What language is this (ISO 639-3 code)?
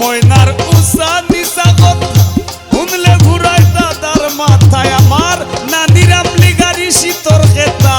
syl